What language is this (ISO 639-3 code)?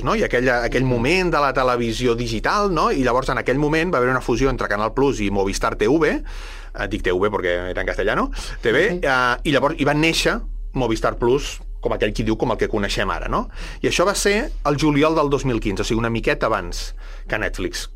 cat